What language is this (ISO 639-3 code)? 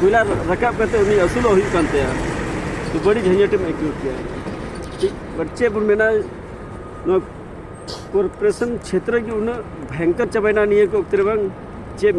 sat